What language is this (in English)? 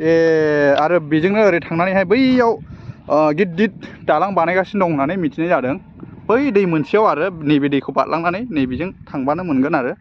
Bodo